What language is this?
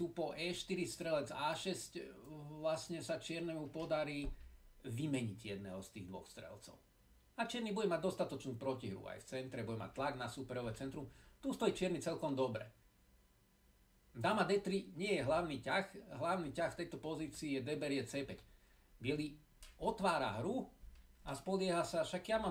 Slovak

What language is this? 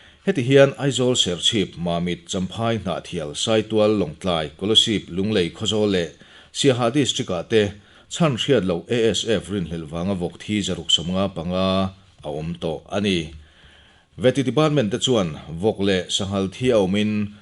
Mizo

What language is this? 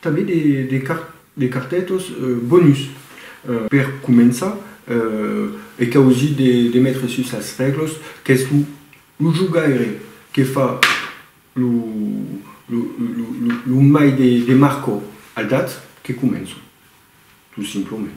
Occitan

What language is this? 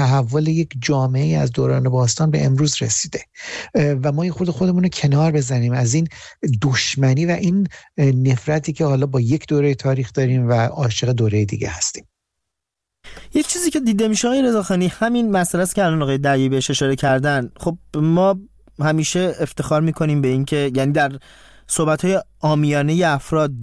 Persian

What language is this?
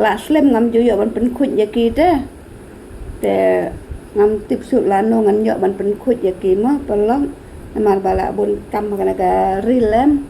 Khasi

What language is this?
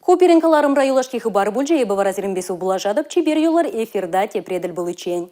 Chuvash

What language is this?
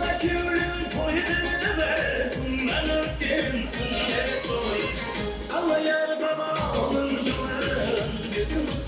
Kara-Kalpak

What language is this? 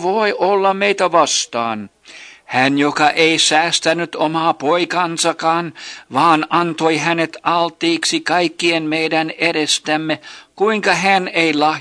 Finnish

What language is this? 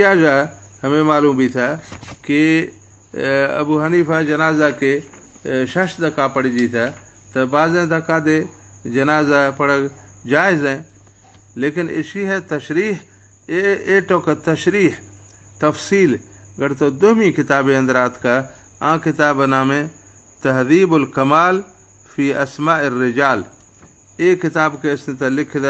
Baluchi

